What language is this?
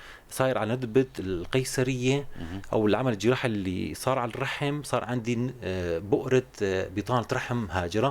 North Levantine Arabic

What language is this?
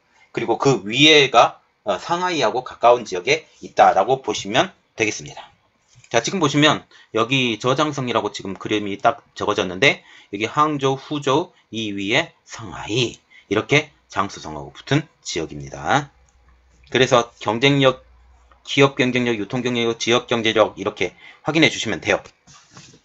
Korean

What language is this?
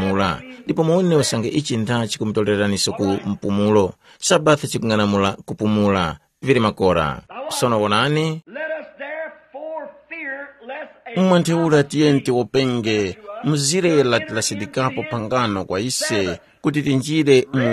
Tumbuka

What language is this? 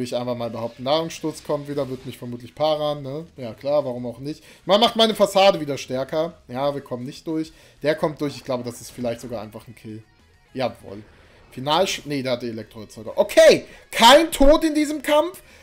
German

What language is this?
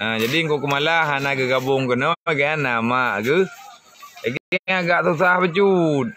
Achinese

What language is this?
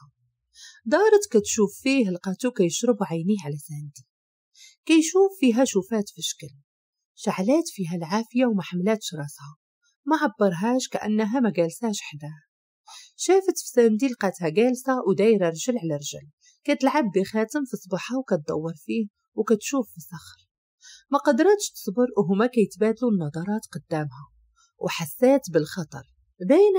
Moroccan Arabic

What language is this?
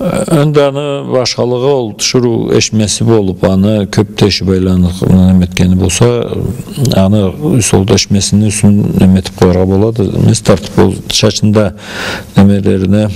Karachay-Balkar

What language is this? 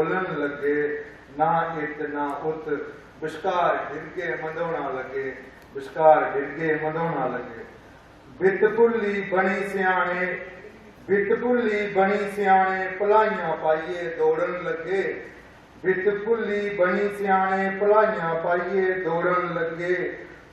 Dogri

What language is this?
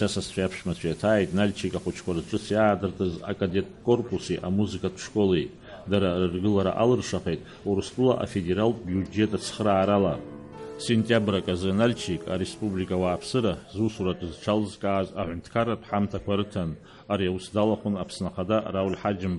Abkhazian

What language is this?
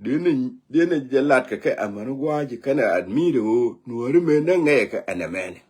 Nuer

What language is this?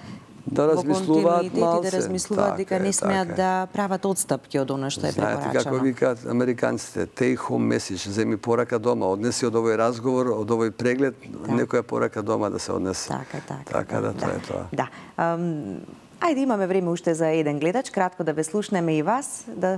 Macedonian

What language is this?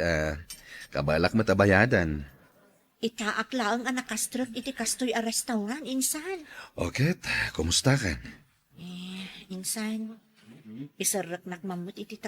Iloko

